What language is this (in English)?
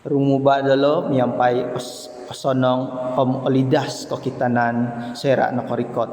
Central Dusun